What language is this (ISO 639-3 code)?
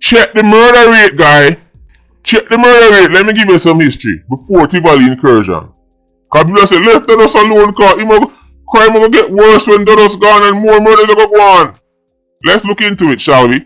jam